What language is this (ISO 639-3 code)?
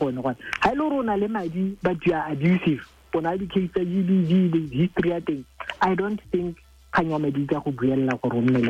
tsn